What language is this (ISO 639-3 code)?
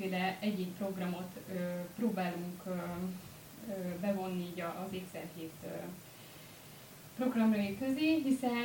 hun